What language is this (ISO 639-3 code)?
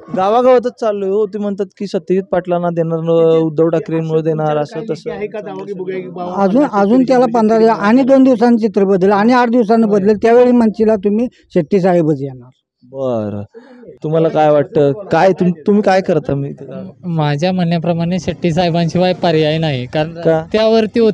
mar